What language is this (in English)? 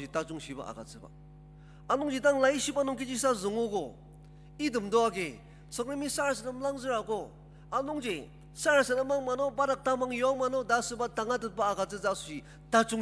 Ao Naga